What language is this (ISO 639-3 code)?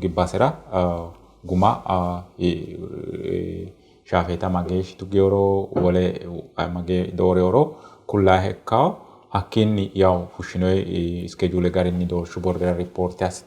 sid